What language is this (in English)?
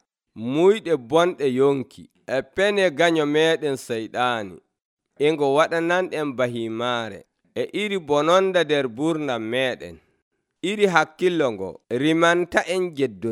Nigerian Fulfulde